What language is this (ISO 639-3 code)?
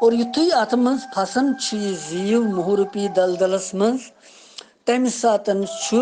kas